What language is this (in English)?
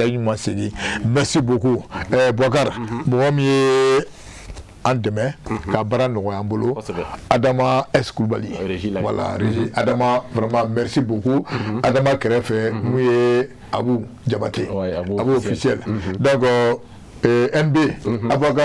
Bambara